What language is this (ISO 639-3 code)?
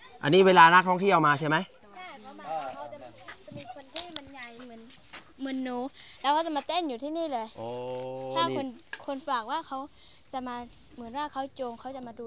tha